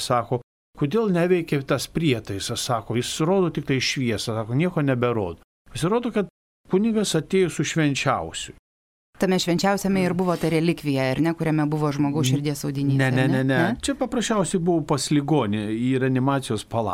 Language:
Lithuanian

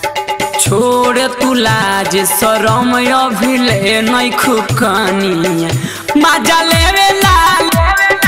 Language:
Bhojpuri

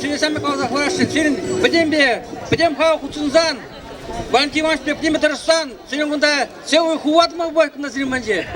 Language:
Chuvash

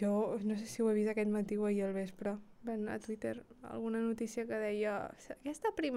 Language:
Catalan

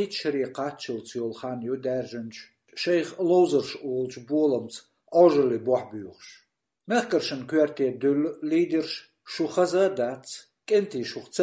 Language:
Chechen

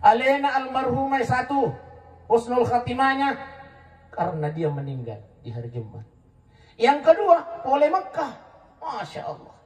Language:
Buginese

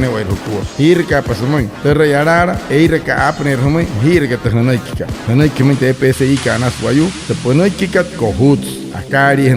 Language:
Wayuu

